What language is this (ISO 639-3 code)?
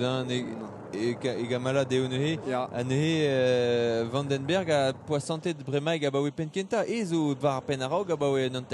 bre